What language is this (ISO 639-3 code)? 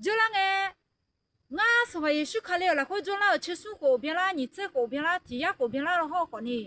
ahk